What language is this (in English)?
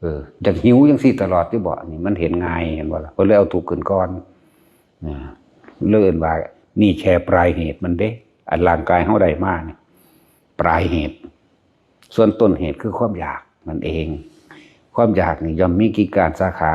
Northeastern Thai